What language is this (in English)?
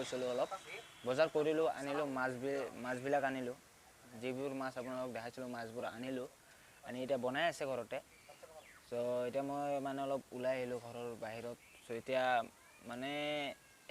Assamese